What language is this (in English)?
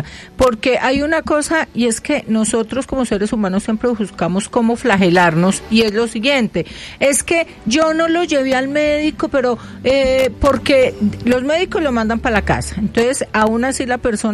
Spanish